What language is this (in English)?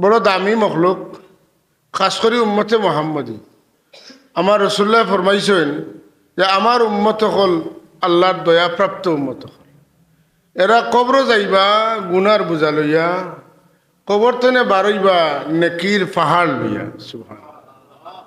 Sylheti